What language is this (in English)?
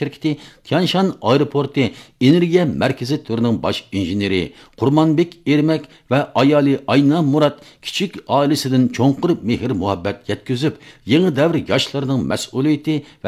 Uyghur